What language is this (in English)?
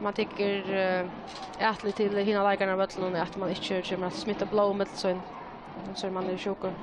Faroese